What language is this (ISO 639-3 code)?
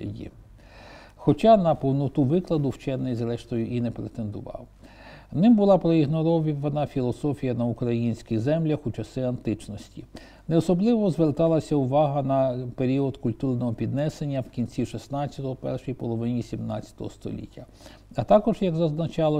ukr